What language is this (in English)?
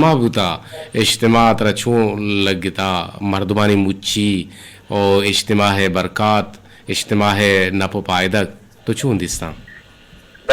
Eastern Balochi